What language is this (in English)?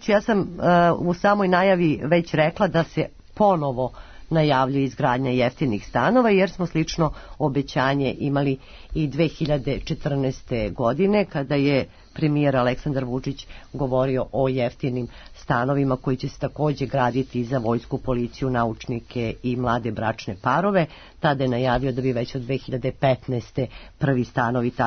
Serbian